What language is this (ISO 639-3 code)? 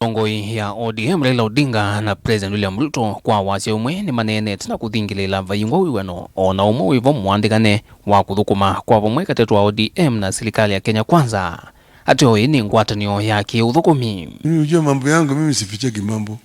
kam